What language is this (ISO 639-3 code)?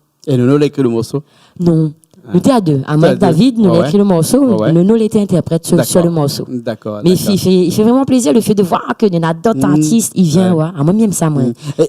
rcf